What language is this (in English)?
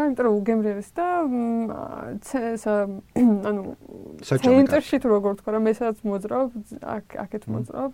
Georgian